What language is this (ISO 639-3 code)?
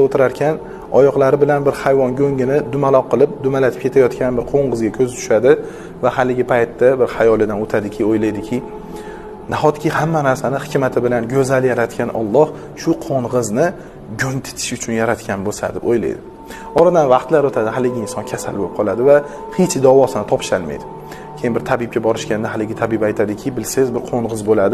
uzb